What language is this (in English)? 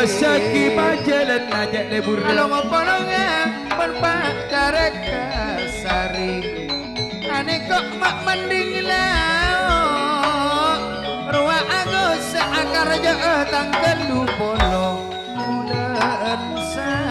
Madurese